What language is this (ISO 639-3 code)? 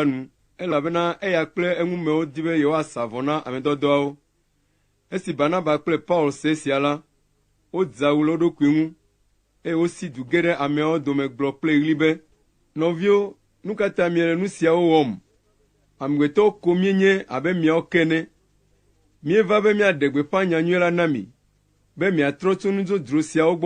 ewe